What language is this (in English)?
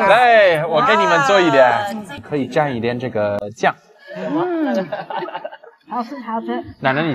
Chinese